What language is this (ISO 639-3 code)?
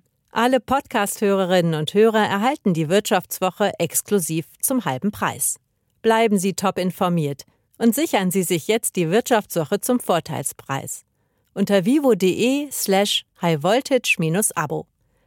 deu